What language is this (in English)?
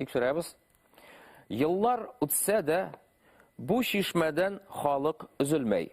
Bashkir